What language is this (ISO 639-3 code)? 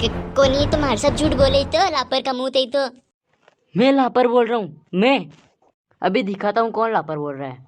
raj